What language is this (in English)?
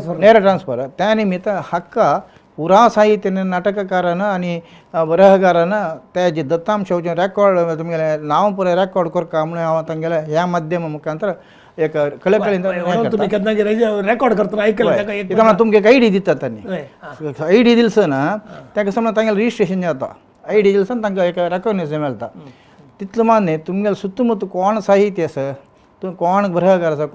Konkani